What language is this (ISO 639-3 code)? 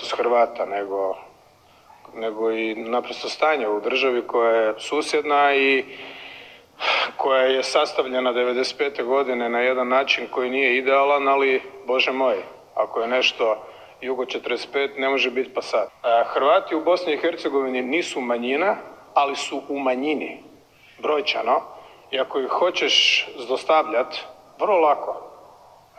bos